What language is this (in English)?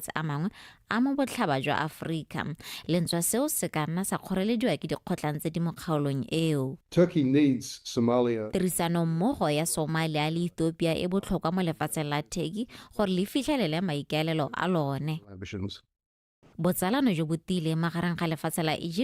Tswana